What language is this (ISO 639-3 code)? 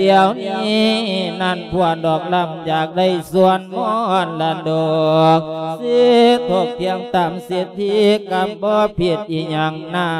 lao